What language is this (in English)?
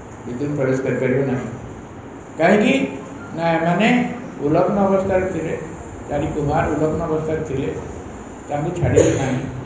Odia